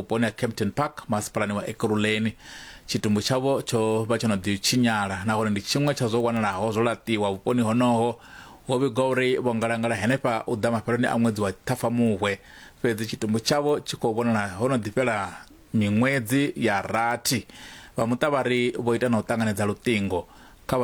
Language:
Venda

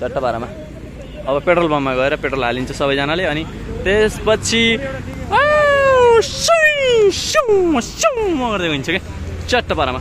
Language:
Nepali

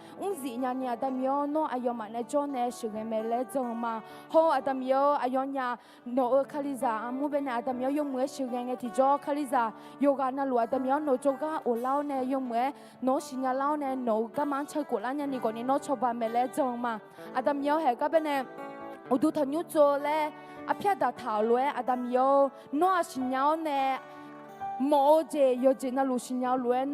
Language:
Akha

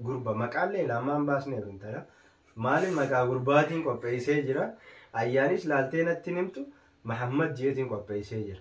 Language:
Oromo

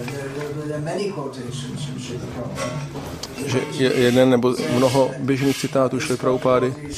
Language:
Czech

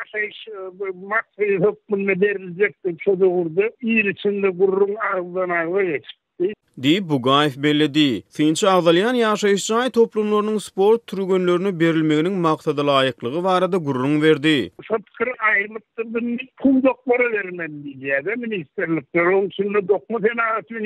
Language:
Turkmen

